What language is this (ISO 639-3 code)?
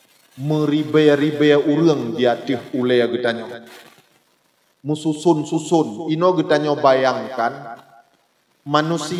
ace